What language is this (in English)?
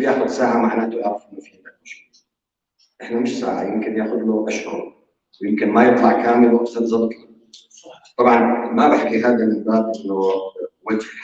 North Levantine Arabic